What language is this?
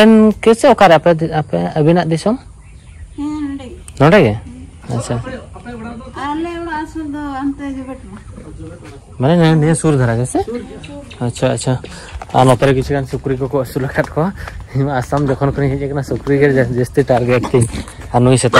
Santali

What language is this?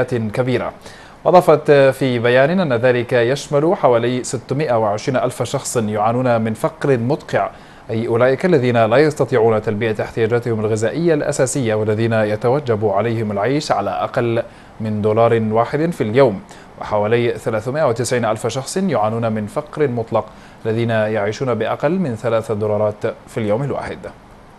Arabic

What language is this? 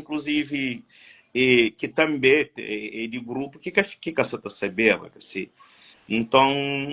Kabuverdianu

